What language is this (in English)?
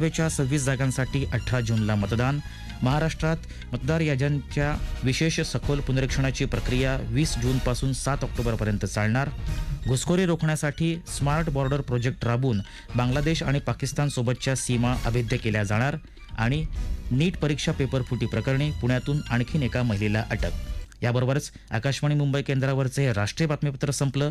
Marathi